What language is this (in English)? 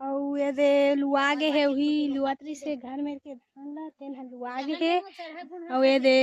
Chhattisgarhi